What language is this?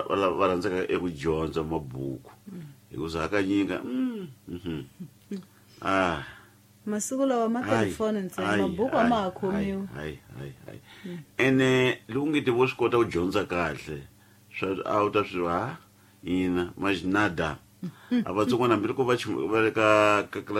Tsonga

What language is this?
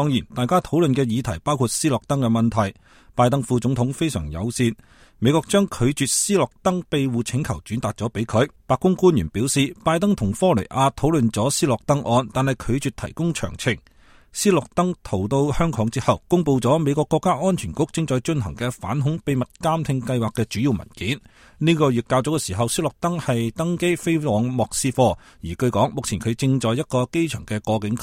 Cantonese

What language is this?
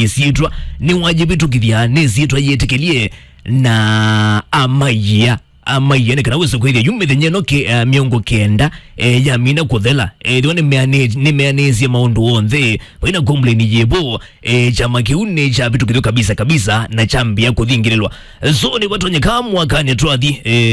Kamba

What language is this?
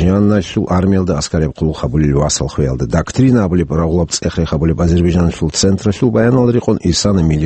Avaric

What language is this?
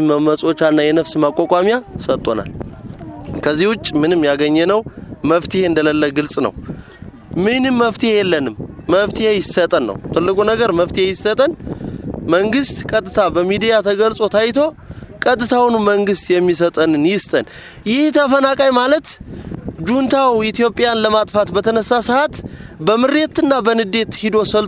Amharic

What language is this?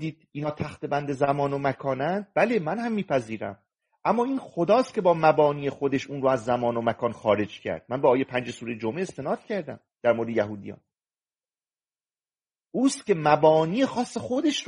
Persian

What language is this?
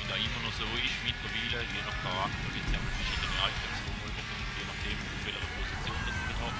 Swiss German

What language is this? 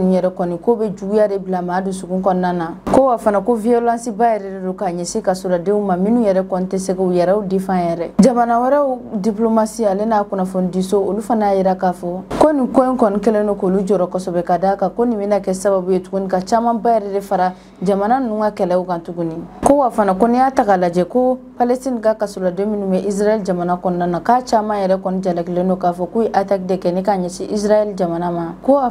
Bambara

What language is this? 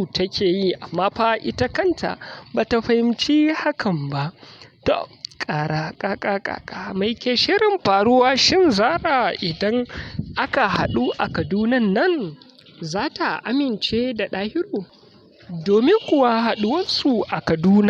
Hausa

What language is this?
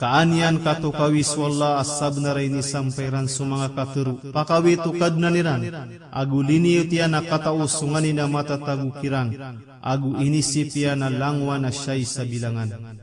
Maranao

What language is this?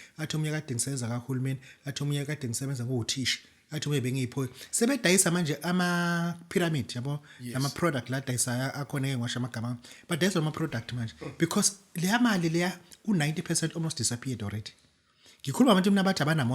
Zulu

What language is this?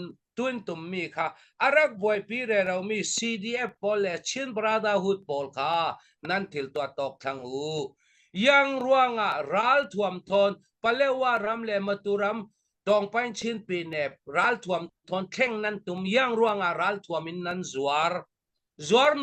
Hakha Chin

